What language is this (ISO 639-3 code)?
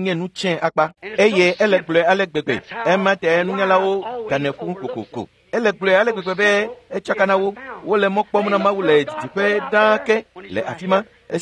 ewe